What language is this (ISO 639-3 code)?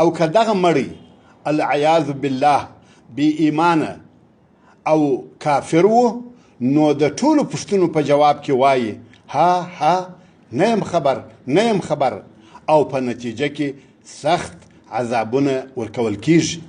pus